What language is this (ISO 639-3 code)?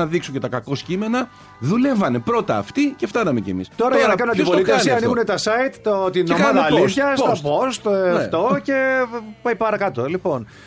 ell